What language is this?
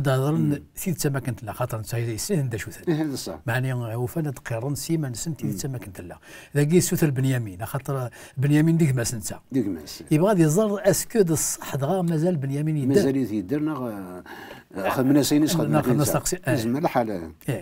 Kabyle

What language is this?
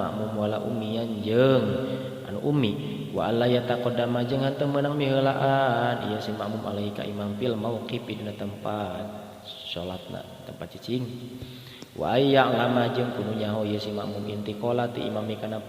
Sundanese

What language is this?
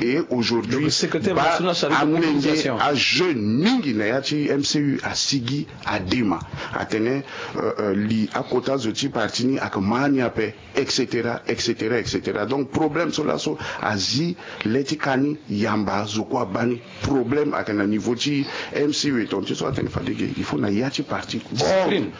Sango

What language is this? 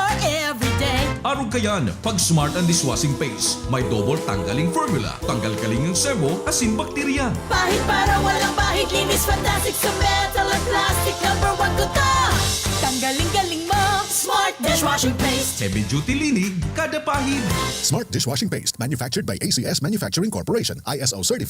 Bikol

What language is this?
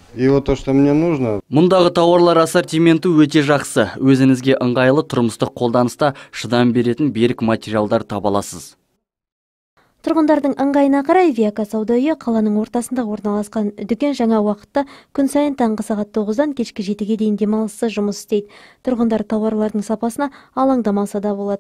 Kazakh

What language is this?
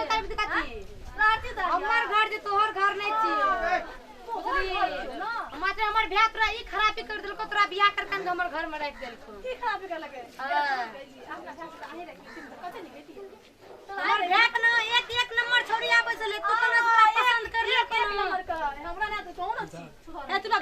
Maithili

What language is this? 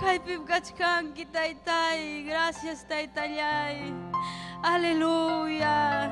Ayacucho Quechua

